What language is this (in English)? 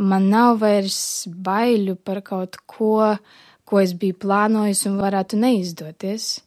Latvian